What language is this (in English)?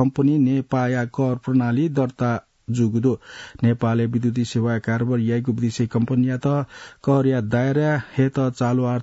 Newari